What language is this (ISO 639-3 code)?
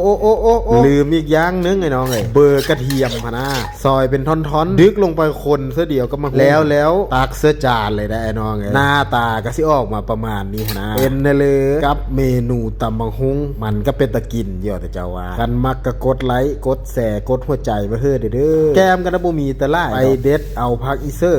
lao